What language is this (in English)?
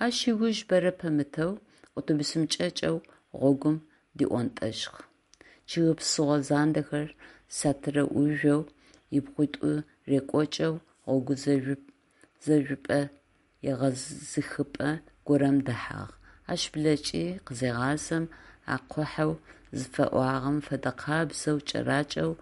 Adyghe